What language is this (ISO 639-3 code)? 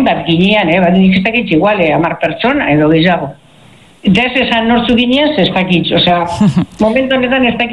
eus